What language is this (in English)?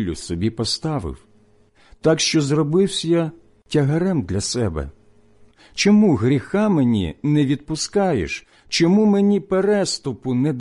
Ukrainian